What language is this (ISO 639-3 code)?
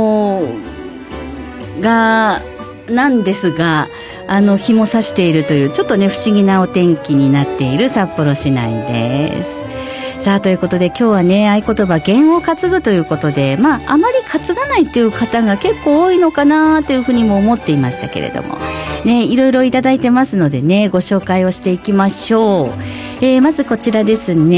jpn